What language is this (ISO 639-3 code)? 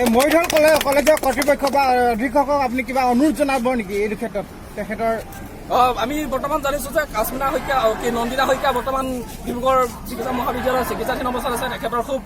asm